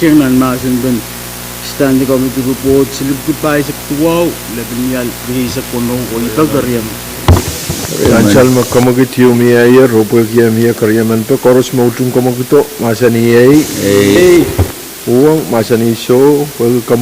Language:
Pohnpeian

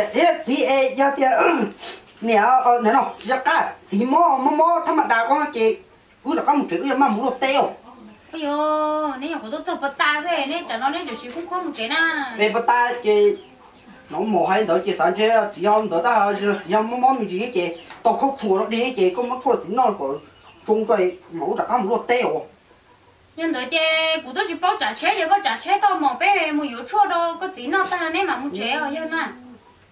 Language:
Hmong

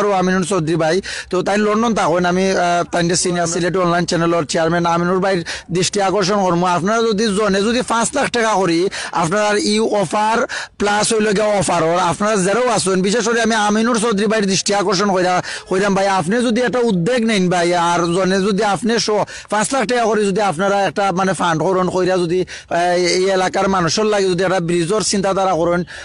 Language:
Sylheti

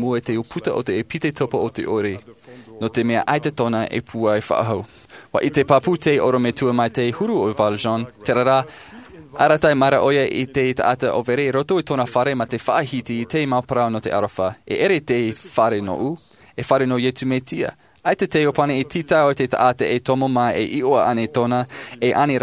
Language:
Tahitian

